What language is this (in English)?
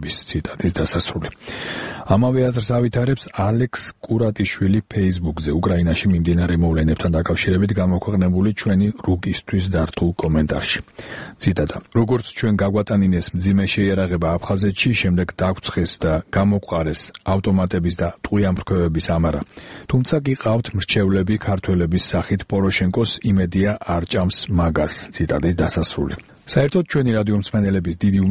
Georgian